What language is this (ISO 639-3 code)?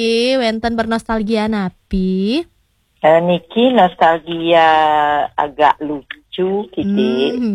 ban